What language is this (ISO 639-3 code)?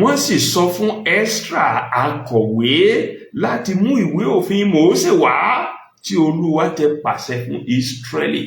yor